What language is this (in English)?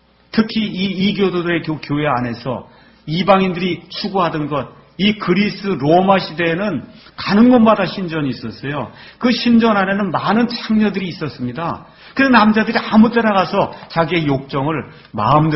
Korean